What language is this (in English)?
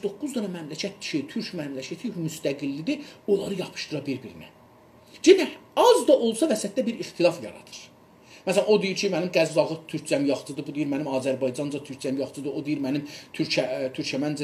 South Azerbaijani